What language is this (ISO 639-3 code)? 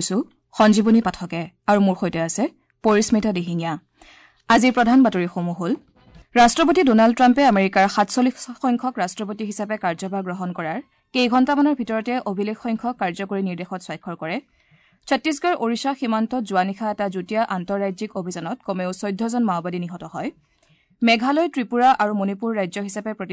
asm